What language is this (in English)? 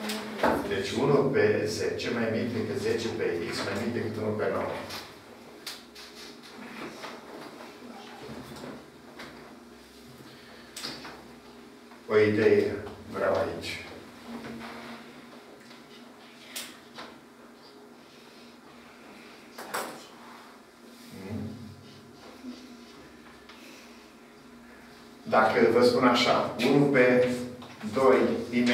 Romanian